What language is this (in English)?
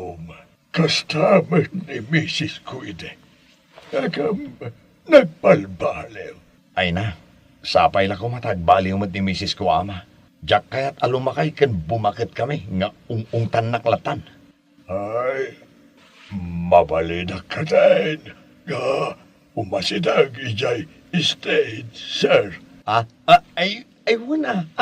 Iloko